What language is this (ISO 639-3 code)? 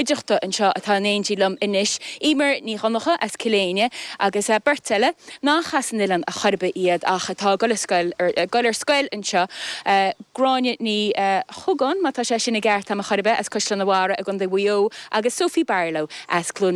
gle